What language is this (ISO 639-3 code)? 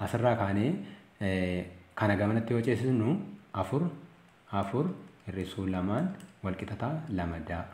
orm